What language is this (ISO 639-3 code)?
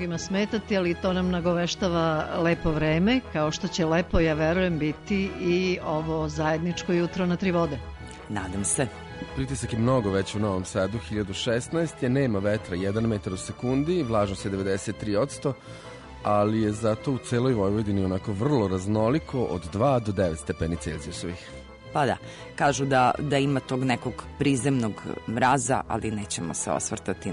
srp